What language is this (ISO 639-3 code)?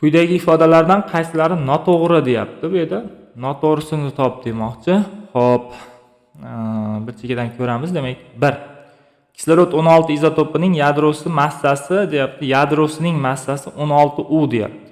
uzb